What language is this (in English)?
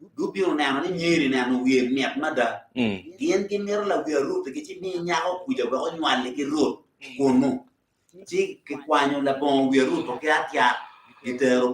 Acoli